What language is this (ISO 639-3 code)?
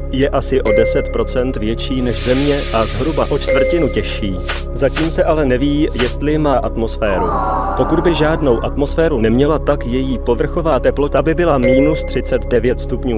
ces